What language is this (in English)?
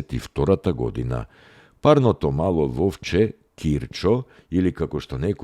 Macedonian